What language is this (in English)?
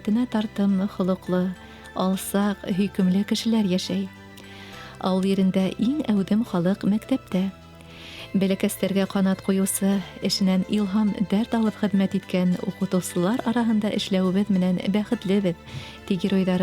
Bashkir